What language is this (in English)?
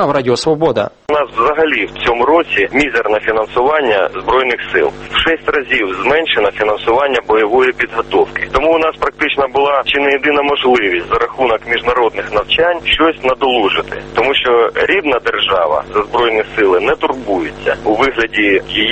Ukrainian